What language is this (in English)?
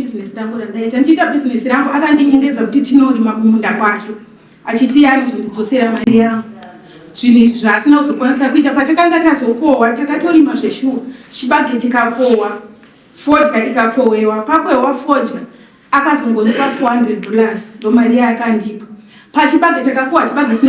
Shona